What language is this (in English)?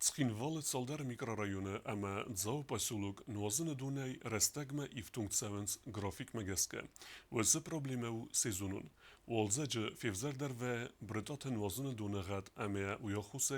Ossetic